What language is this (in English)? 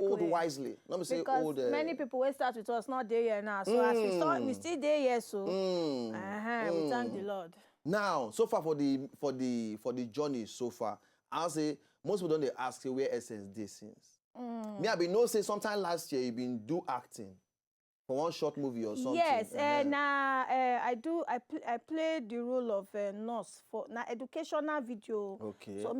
Nigerian Pidgin